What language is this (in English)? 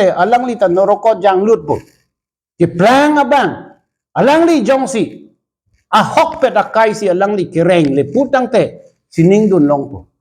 Karbi